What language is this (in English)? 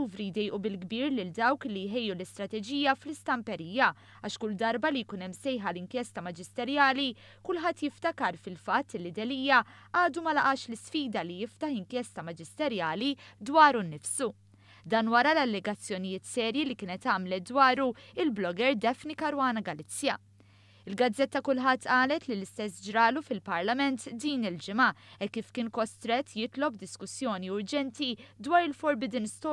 Maltese